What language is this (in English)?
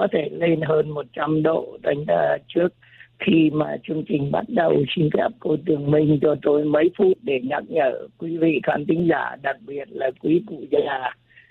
Vietnamese